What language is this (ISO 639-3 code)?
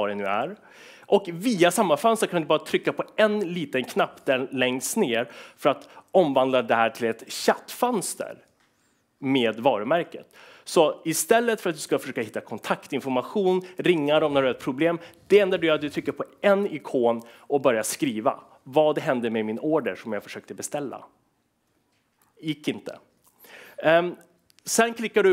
swe